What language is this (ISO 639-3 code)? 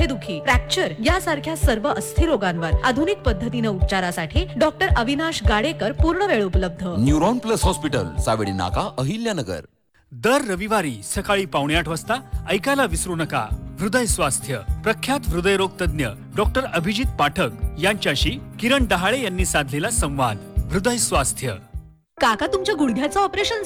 mar